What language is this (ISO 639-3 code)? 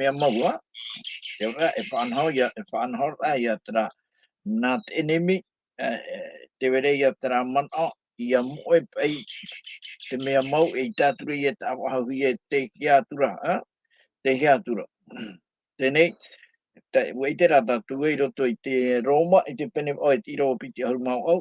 tah